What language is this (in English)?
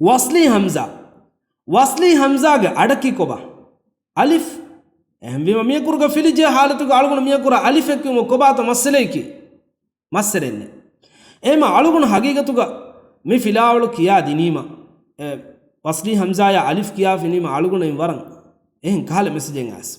Divehi